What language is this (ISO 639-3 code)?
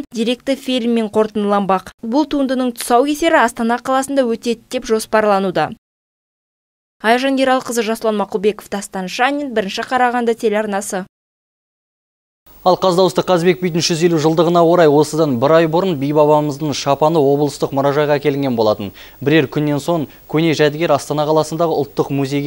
kaz